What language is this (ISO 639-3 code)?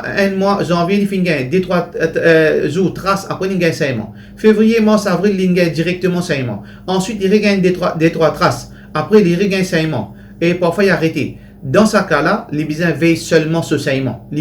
mfe